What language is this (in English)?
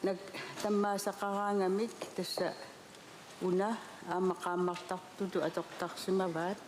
Kalaallisut